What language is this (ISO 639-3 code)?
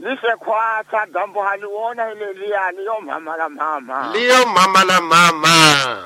tso